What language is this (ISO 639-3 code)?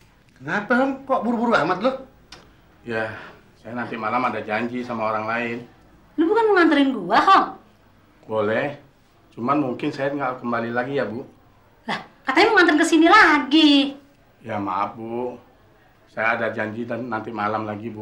bew